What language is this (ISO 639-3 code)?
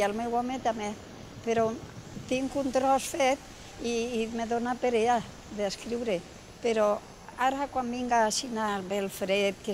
cat